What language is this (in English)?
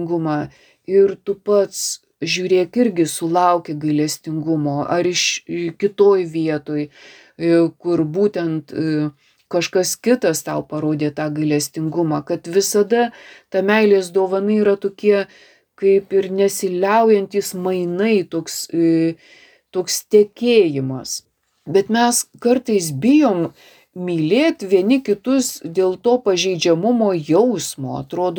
Lithuanian